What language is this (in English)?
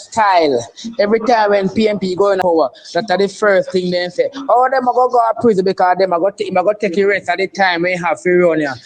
Jamaican Creole English